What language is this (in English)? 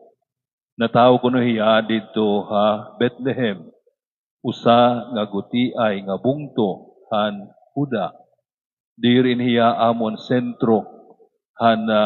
Waray